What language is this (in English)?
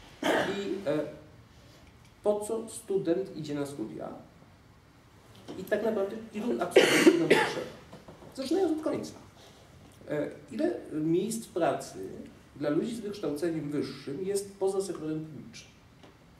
Polish